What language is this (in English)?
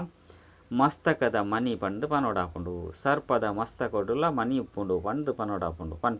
Tulu